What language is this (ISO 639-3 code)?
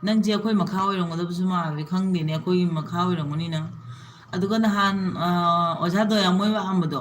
mni